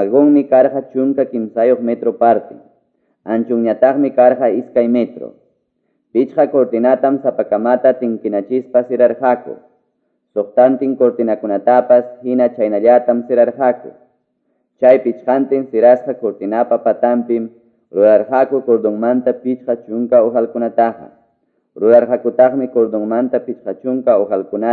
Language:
Quechua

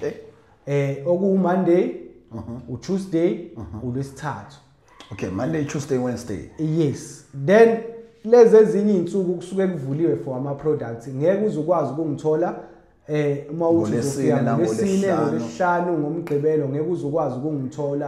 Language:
Zulu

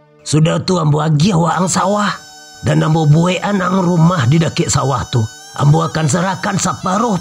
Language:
Minangkabau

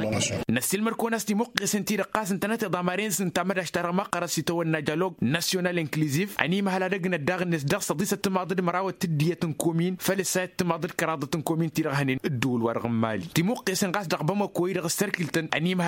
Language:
Tamasheq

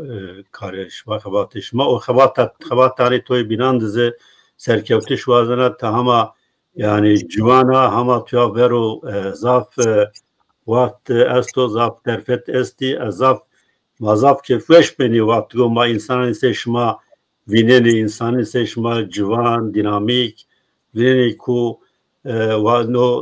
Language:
Zaza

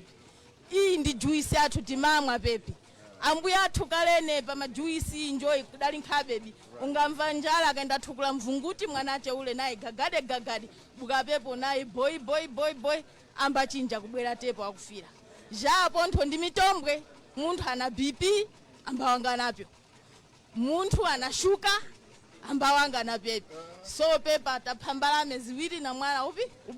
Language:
Nyanja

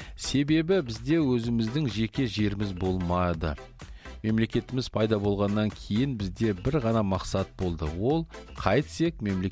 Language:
Kazakh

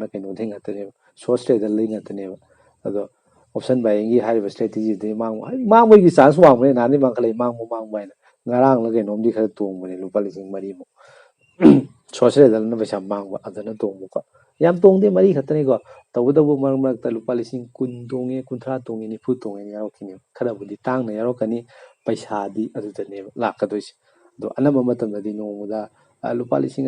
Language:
Manipuri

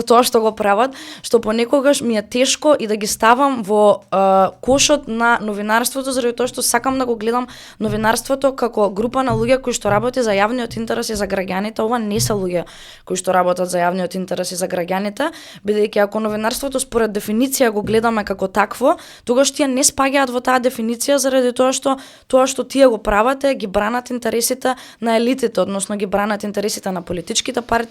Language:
Macedonian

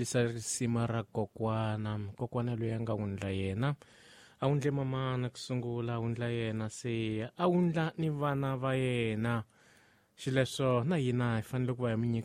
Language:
Tsonga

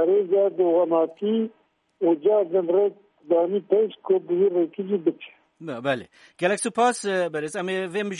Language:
Kurdish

